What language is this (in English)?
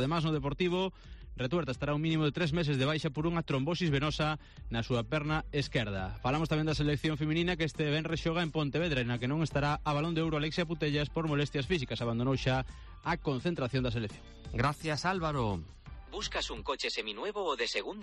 Galician